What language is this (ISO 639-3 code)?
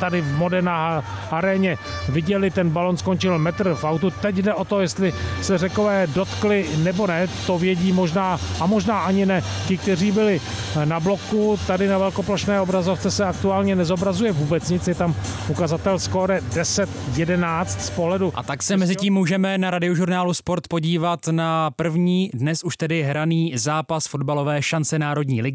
ces